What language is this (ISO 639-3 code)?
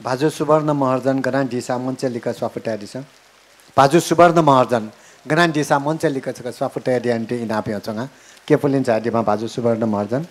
new